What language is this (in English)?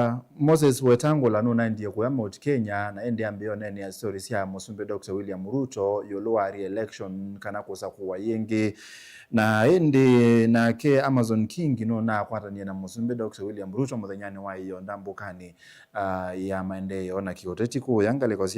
Kamba